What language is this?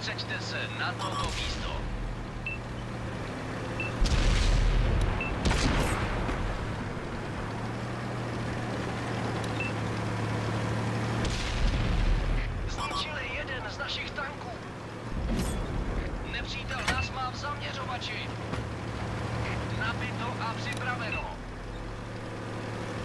Czech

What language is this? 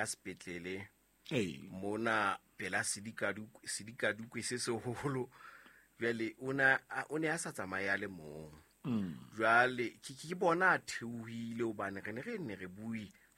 Southern Sotho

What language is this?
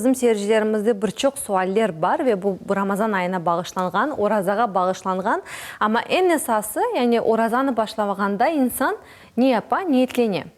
Crimean Tatar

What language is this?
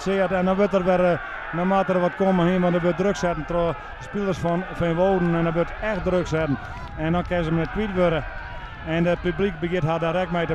Western Frisian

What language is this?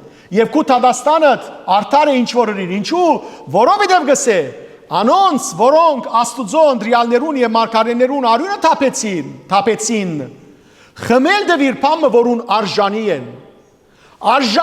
Western Armenian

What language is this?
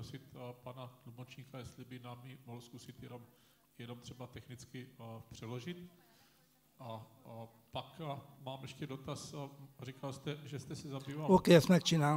Czech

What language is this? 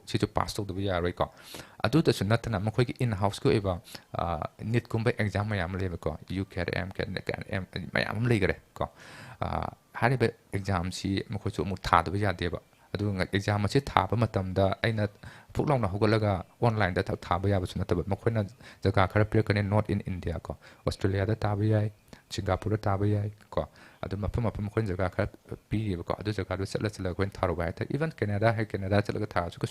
Manipuri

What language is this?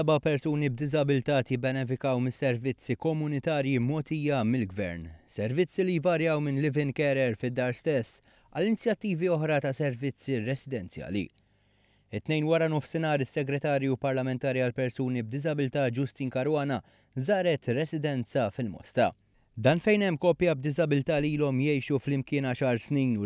Maltese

